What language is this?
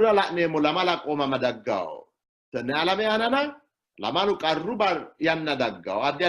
Sidamo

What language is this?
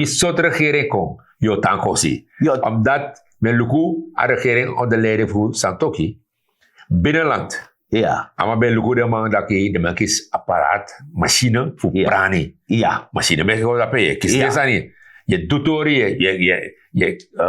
Sranan Tongo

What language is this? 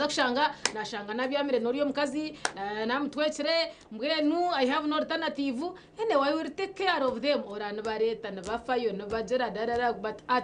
Nyankole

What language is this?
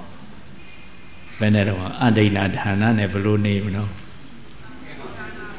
Burmese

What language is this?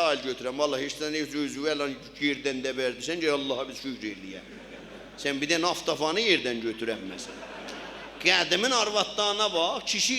South Azerbaijani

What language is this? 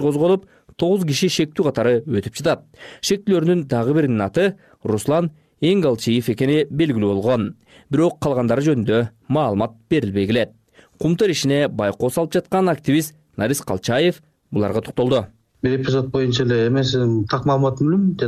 Kyrgyz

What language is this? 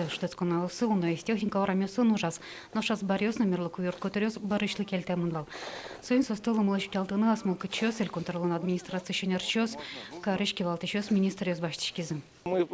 Udmurt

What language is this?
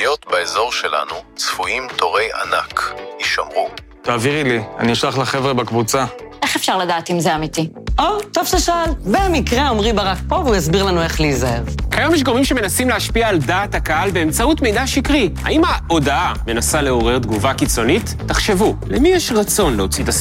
Hebrew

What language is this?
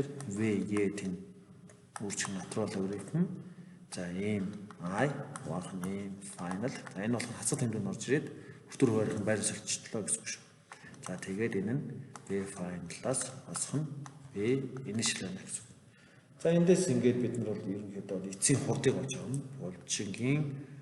Mongolian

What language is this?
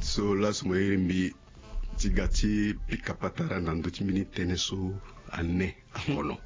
Sango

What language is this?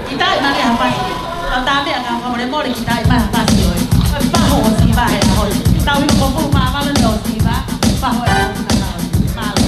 Tongan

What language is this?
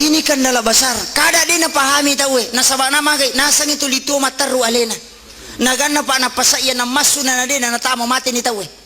Buginese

